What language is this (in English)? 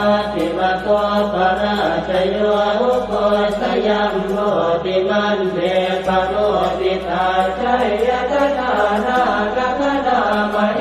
Pali